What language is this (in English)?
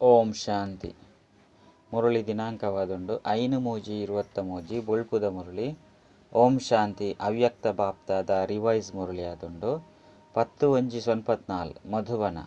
Tulu